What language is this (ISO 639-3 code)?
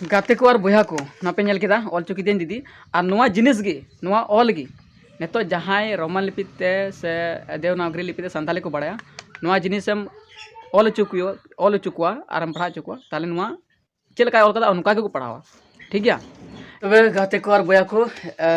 sat